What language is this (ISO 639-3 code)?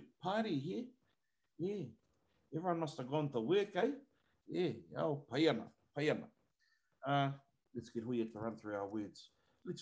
mri